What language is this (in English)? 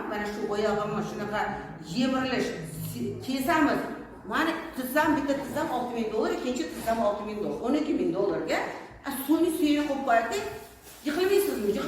Uzbek